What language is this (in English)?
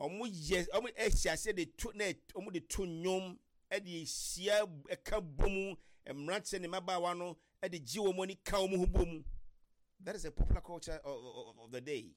Akan